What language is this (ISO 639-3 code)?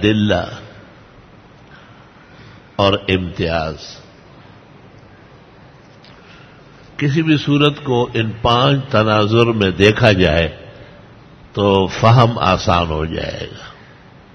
urd